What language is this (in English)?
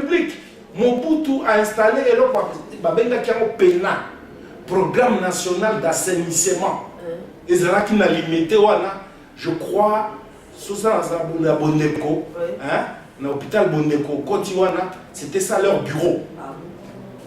Lingala